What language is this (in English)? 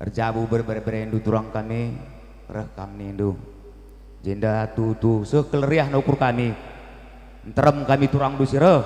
Batak Karo